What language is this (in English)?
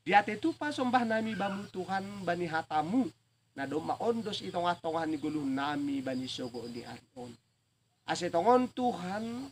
Batak Simalungun